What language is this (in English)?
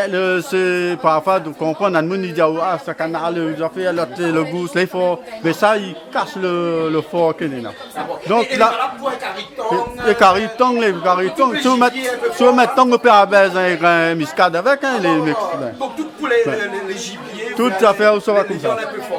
Réunion Creole French